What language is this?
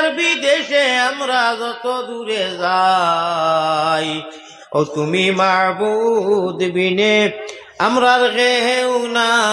Sylheti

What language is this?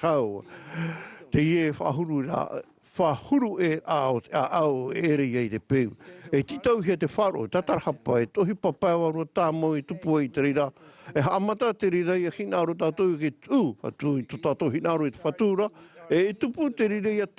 Tahitian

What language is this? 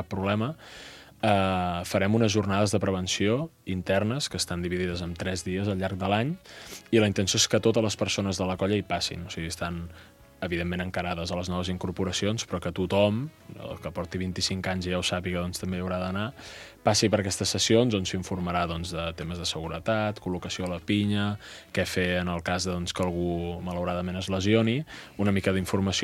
Catalan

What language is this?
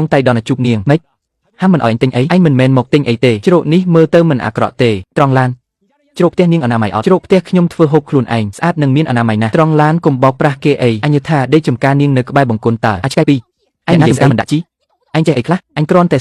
Khmer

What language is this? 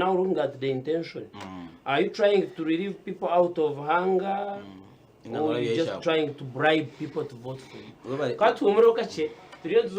Nyankole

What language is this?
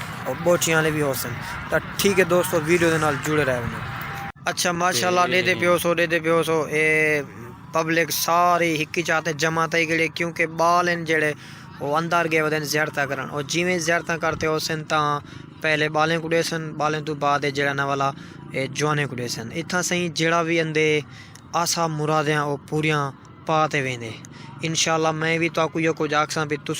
Saraiki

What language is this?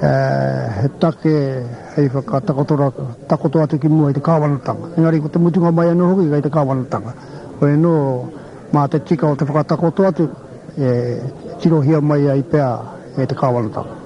Māori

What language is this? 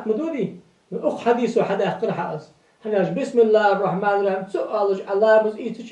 Ingush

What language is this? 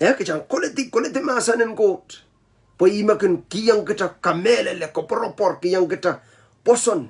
Pohnpeian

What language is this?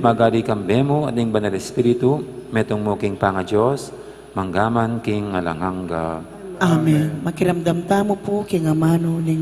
Pampanga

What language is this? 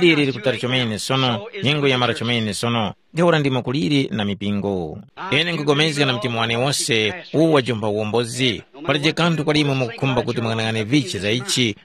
Tumbuka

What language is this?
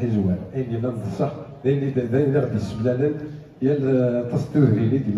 Kabyle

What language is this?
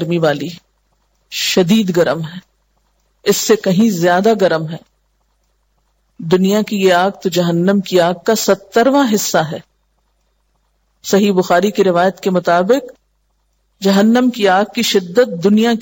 Urdu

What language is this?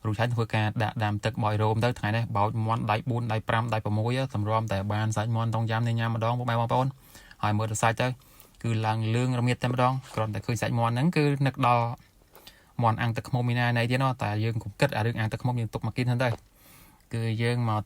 Khmer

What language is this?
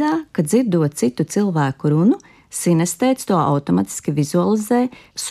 Latvian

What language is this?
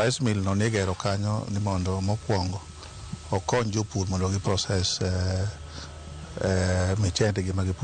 Luo (Kenya and Tanzania)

